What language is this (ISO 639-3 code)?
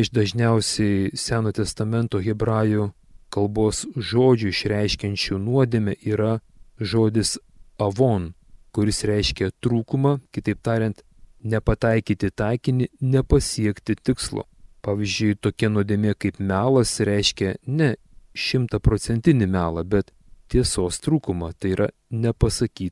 lit